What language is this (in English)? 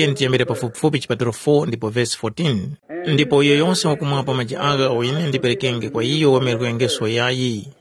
Tumbuka